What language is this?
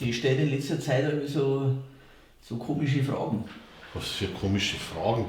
Bavarian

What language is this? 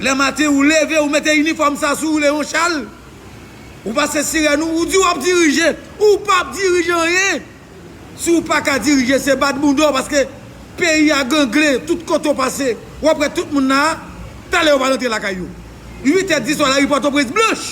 Haitian Creole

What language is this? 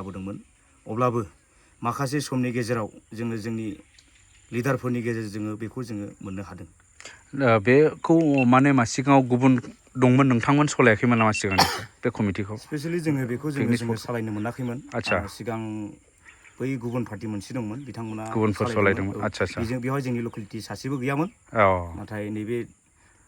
Bodo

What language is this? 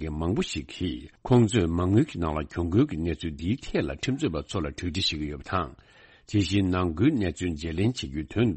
Tibetan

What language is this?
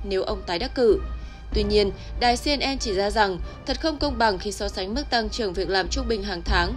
Vietnamese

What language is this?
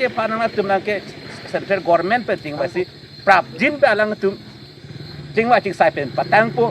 Karbi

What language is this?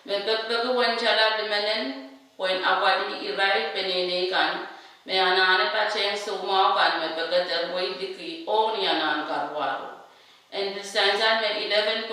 Pohnpeian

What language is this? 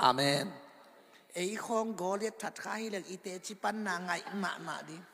Tedim Chin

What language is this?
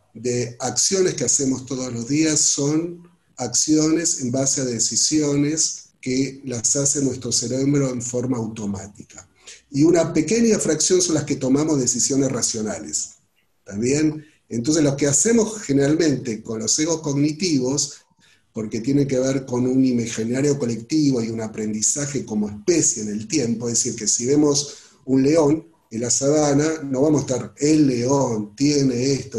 Spanish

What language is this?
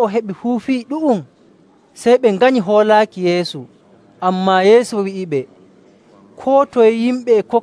Nigerian Fulfulde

